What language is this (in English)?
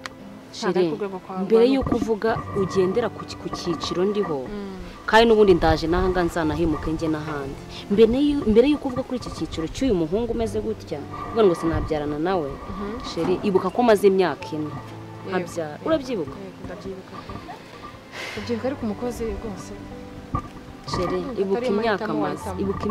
Kinyarwanda